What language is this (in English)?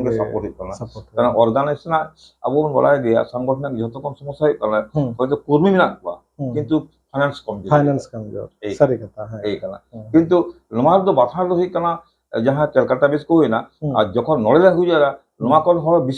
Santali